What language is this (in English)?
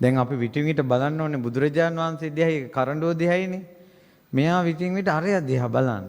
Sinhala